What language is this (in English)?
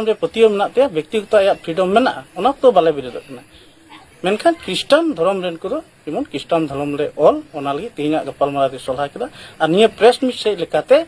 Santali